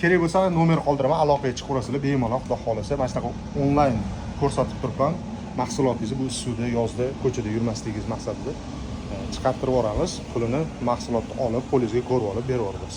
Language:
Uzbek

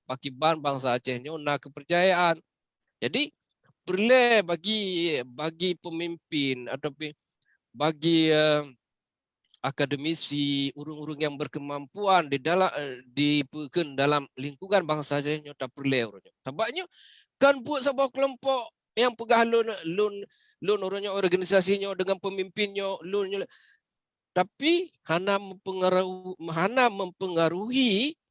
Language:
Achinese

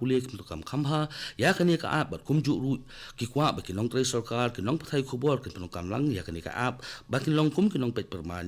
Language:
Khasi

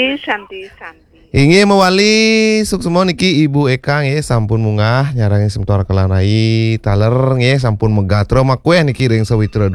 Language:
Balinese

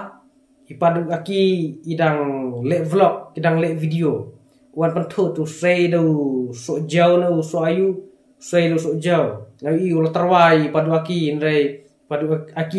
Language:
Khasi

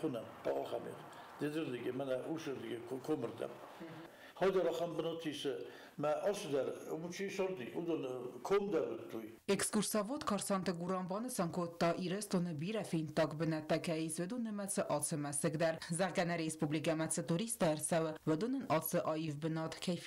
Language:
Ossetic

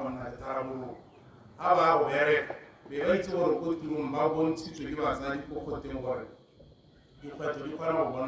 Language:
Tswana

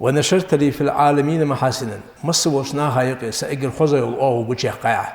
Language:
Ingush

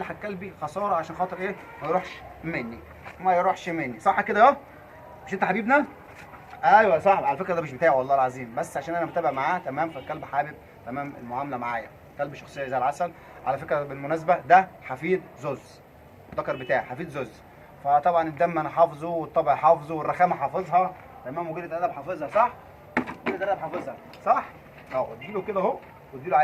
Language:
Egyptian Arabic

